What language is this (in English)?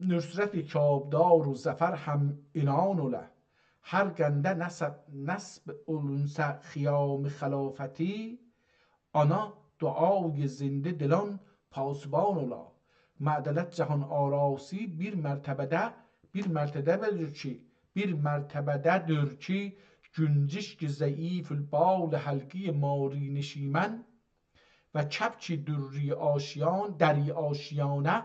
South Azerbaijani